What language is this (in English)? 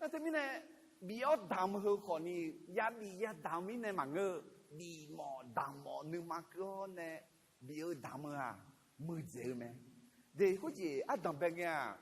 Akha